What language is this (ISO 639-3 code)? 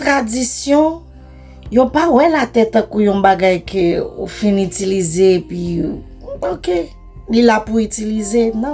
hat